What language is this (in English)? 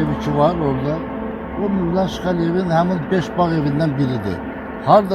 Azerbaijani